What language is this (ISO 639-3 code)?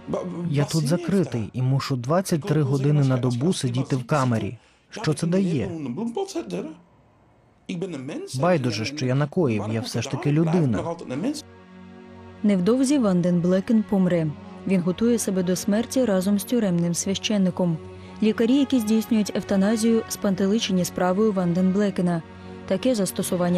ukr